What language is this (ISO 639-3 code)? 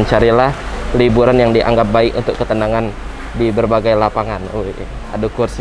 mui